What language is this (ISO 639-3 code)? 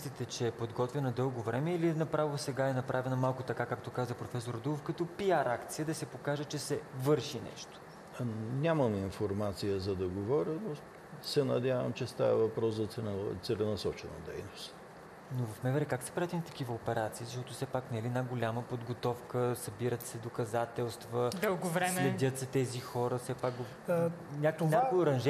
bul